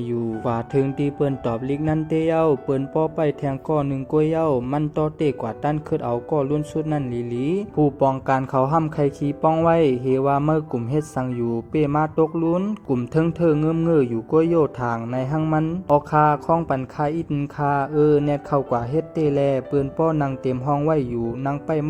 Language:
Shan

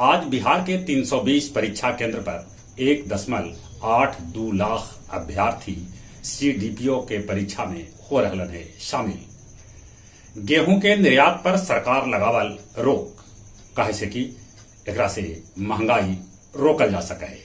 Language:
Magahi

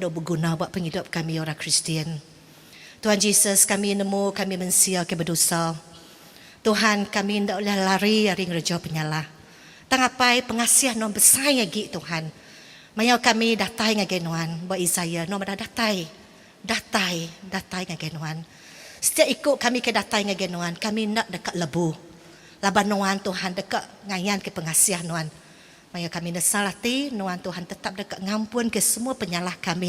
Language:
Iban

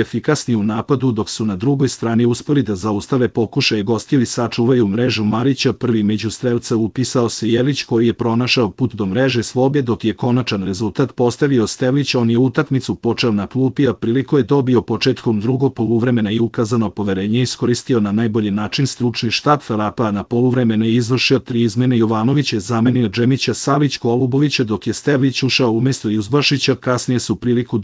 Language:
Serbian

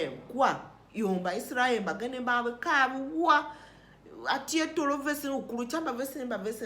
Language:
Tiv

